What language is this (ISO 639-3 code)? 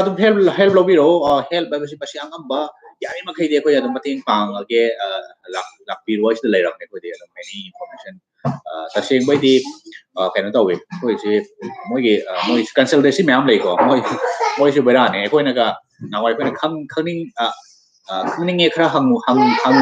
mni